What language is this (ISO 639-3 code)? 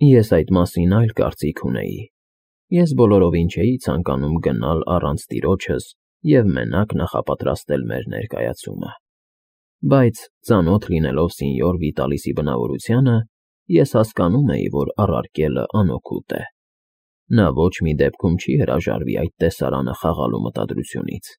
hye